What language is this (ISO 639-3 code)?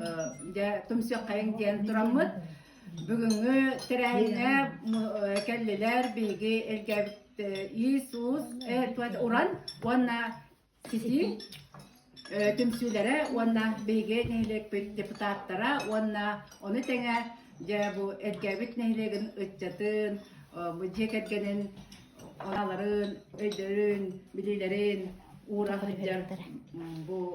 sah